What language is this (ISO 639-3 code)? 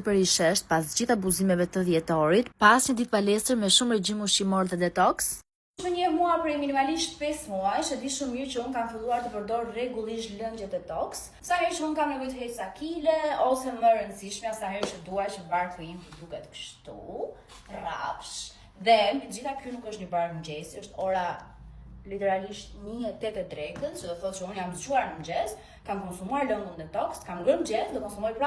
sqi